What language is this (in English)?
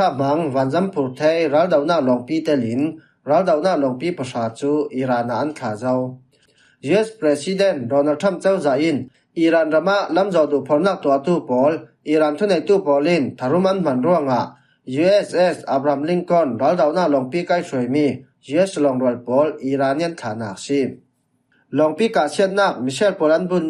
Falam Chin